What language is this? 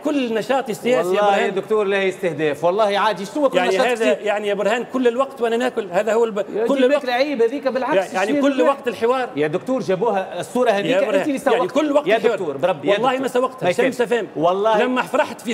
Tunisian Arabic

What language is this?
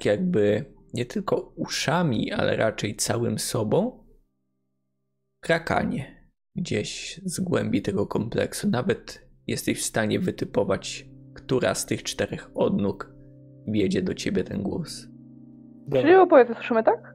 Polish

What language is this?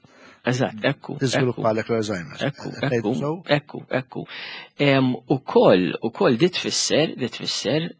Maltese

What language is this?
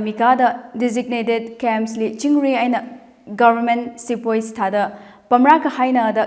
Tangkhul Naga (India)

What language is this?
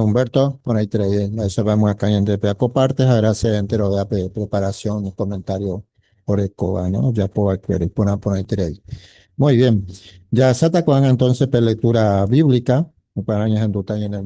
Guarani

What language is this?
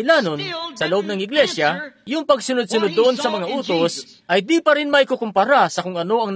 Filipino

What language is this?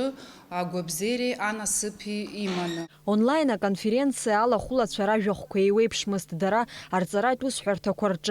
Abkhazian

